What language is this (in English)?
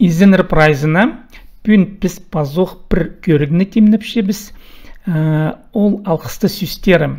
Khakas